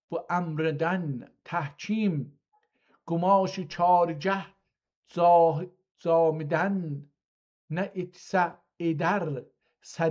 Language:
South Azerbaijani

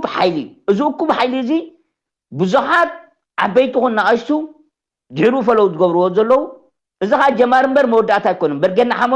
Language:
Tigrinya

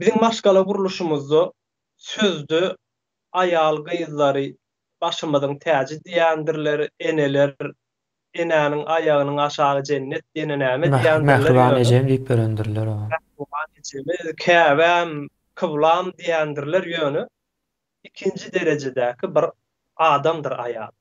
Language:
Turkmen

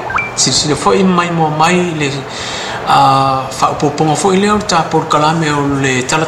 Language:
Samoan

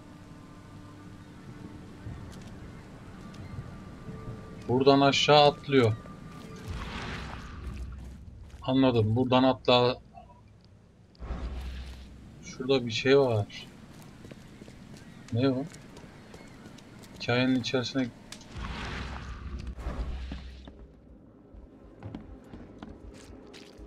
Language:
Turkish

